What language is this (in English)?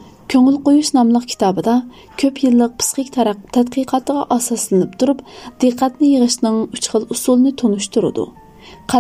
Uyghur